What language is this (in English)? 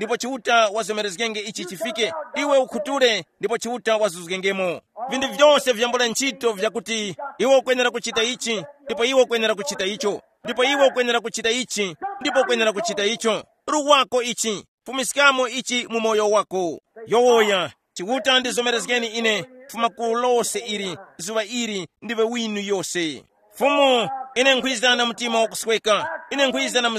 Tumbuka